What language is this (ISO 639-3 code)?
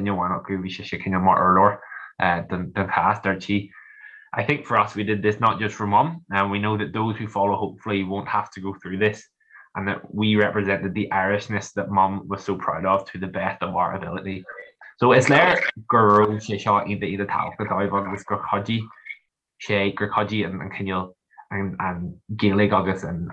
gle